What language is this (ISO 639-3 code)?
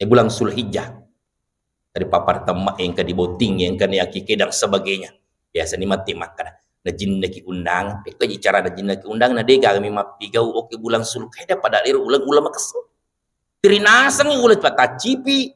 bug